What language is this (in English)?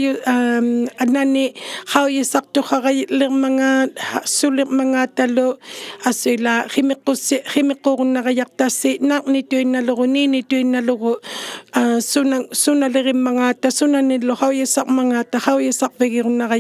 Inuktitut